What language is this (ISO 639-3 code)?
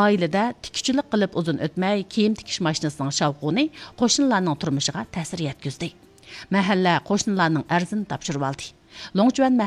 uig